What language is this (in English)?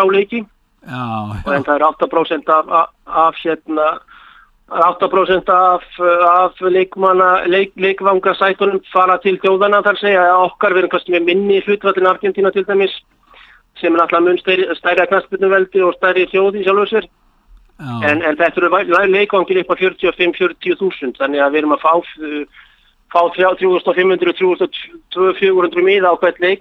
Icelandic